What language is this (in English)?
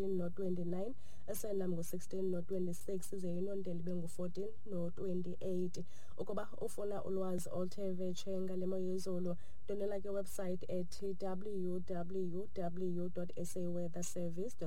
Xhosa